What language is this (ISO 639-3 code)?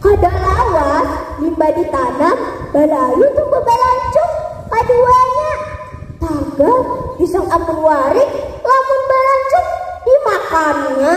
bjn